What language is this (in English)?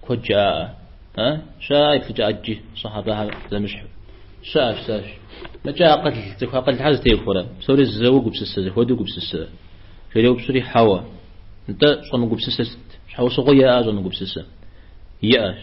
Kabardian